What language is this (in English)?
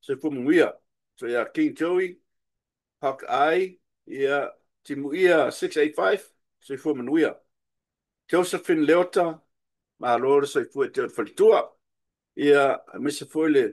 Samoan